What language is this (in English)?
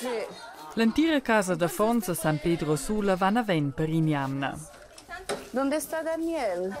Romansh